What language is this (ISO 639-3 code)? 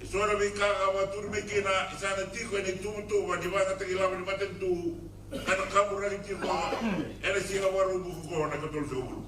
fij